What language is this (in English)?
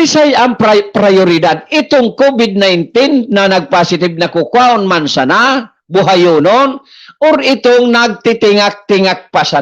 Bikol